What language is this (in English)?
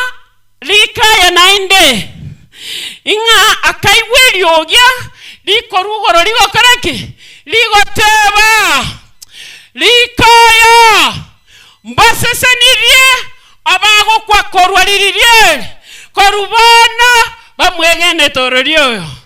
Gusii